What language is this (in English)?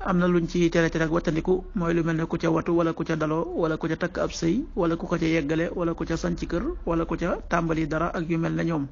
Wolof